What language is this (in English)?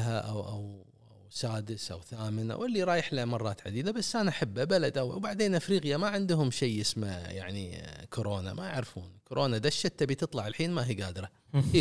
Gulf Arabic